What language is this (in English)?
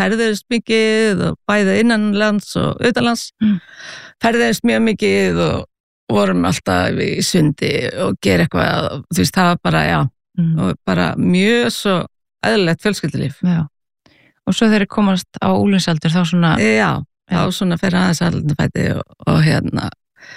Icelandic